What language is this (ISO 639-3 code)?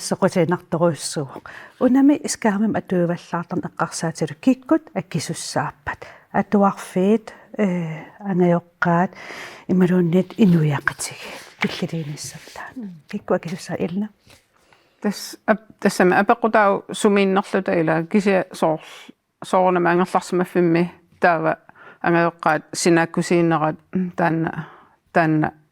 kal